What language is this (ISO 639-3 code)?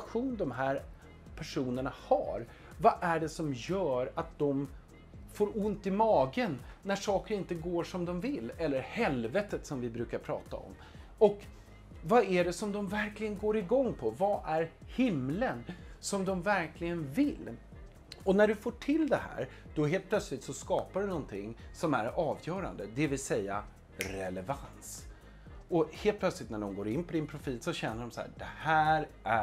swe